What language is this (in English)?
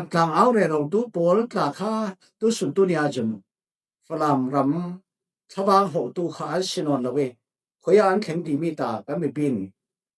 Falam Chin